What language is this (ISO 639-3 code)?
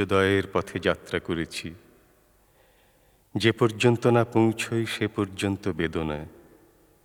ben